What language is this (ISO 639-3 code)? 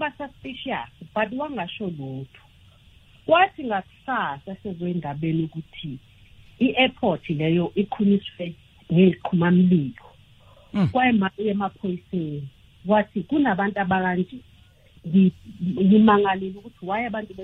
nbl